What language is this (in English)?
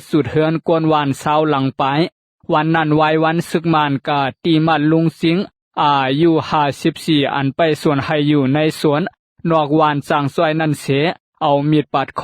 Lao